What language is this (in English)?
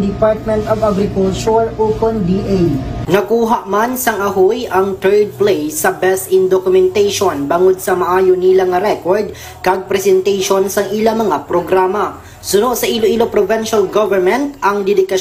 Hiligaynon